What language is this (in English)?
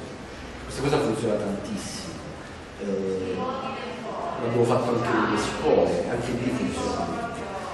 Italian